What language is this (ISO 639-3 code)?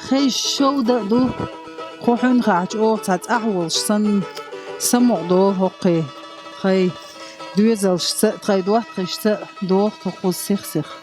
che